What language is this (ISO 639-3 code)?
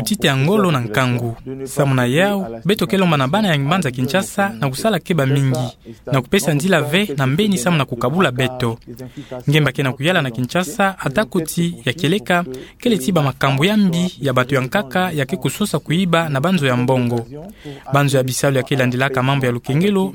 ktu